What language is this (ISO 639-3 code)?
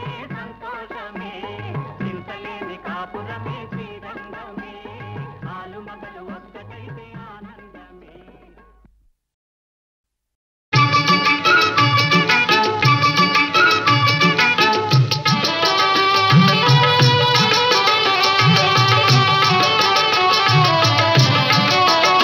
tel